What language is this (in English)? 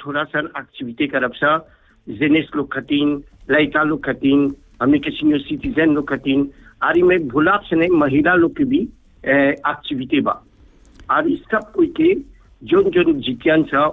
Bhojpuri